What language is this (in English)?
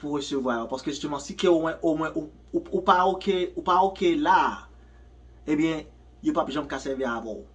Haitian Creole